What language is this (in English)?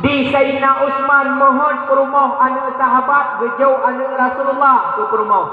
Achinese